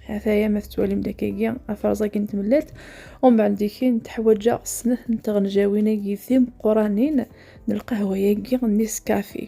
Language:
Kabyle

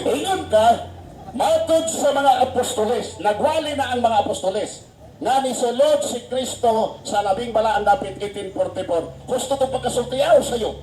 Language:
Cebuano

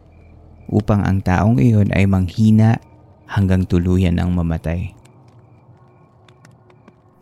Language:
Filipino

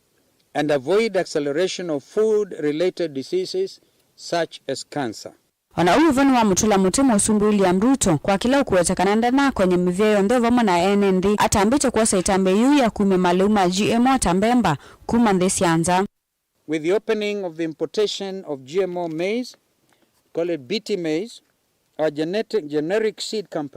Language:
Kamba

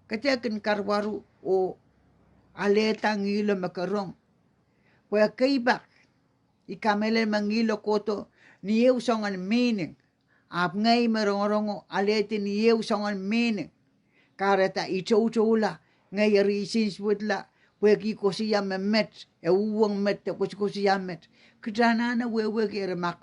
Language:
Pohnpeian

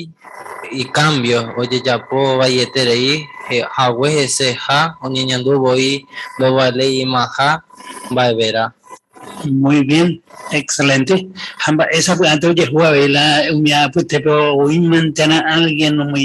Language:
Guarani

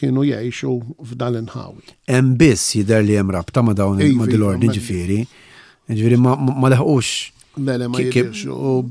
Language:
Maltese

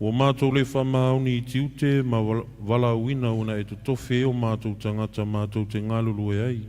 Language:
Samoan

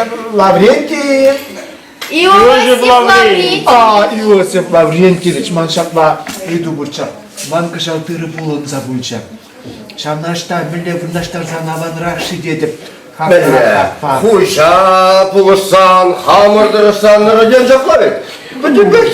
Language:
Chuvash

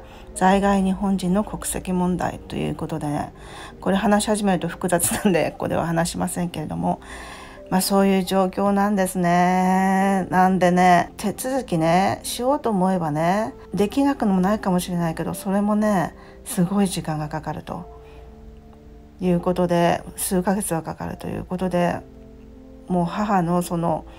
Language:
Japanese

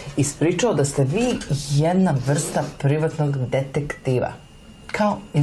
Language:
Serbian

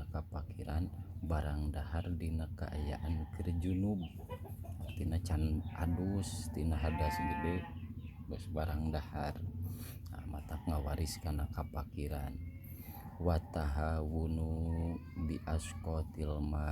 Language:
Sundanese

